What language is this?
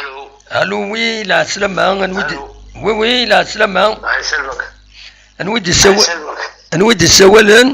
Kabyle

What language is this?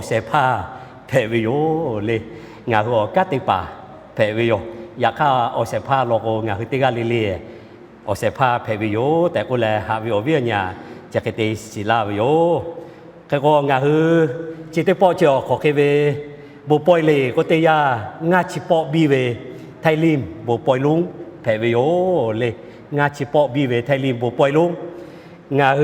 Lahu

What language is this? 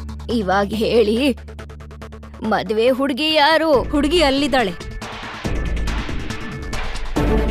Kannada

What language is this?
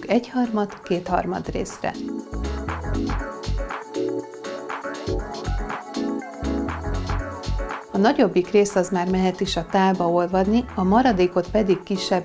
Hungarian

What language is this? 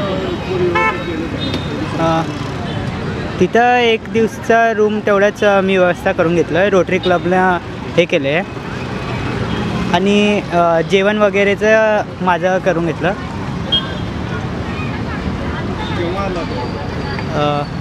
Marathi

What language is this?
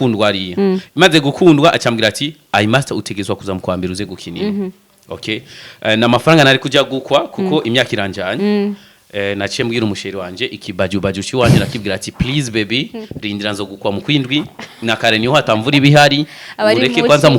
Rundi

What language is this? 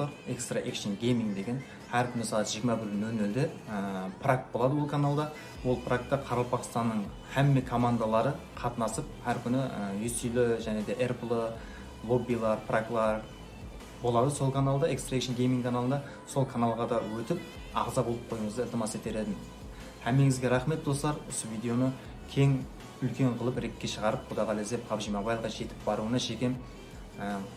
Kara-Kalpak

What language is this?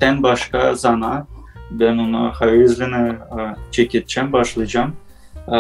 Gagauz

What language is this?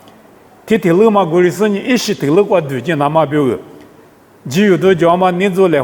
Lisu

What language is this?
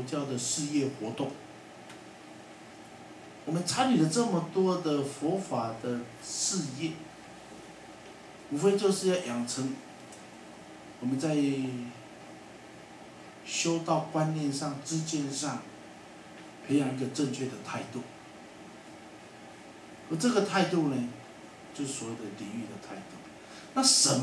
Chinese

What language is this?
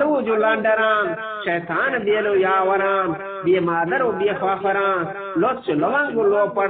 Eastern Balochi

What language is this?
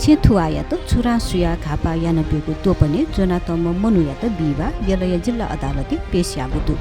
Newari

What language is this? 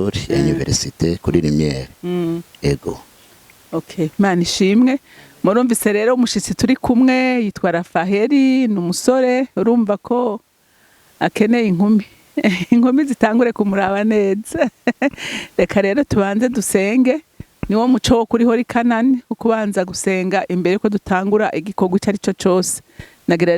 Rundi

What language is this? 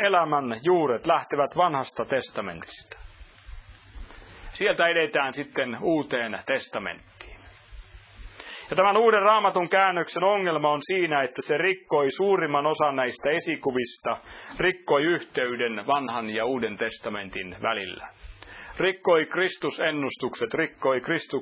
Finnish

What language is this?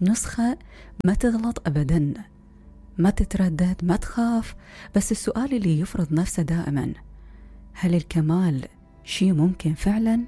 Mesopotamian Arabic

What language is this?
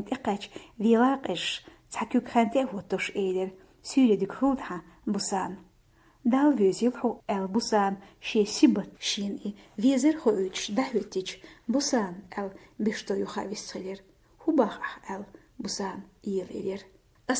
Chechen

